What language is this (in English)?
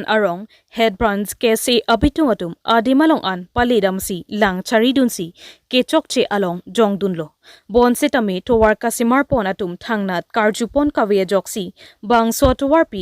Karbi